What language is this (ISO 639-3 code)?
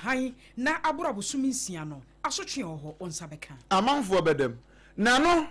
aka